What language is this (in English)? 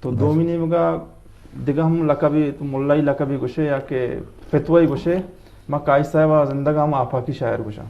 Eastern Balochi